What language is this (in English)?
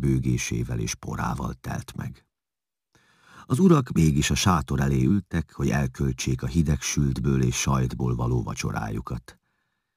Hungarian